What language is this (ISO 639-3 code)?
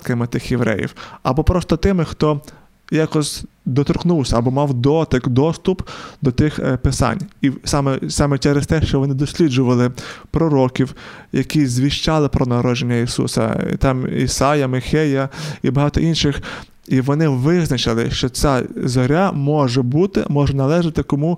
ukr